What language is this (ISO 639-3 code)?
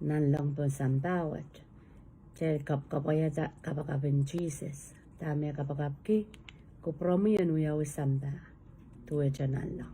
pon